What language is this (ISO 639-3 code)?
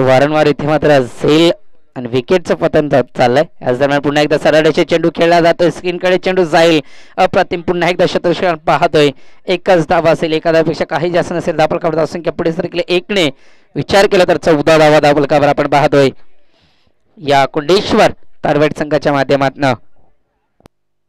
mar